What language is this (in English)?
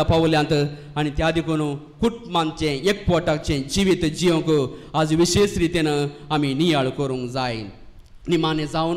Konkani